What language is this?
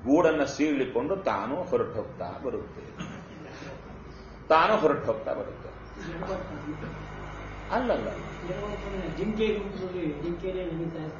Kannada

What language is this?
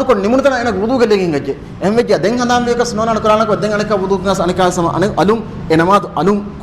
Divehi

